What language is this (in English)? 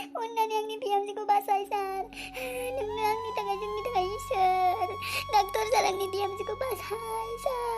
Bodo